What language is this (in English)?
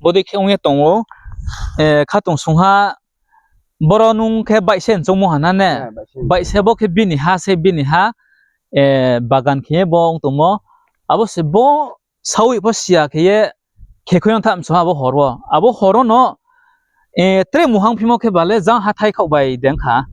Riang (India)